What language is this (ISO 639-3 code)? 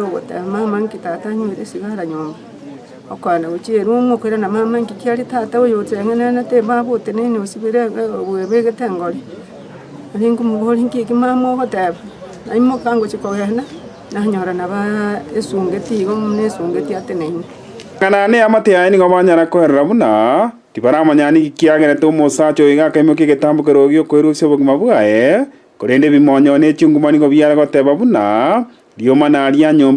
guz